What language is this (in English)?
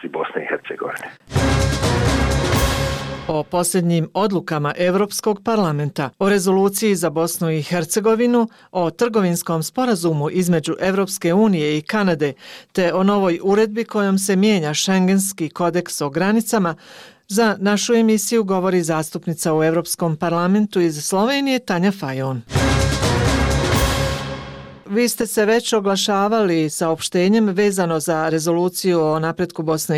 Bosnian